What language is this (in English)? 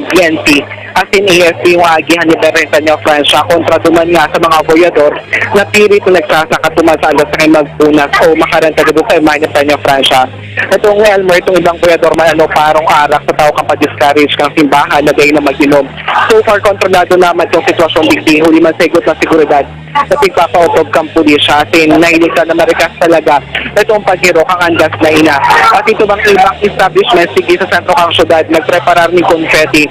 Bikol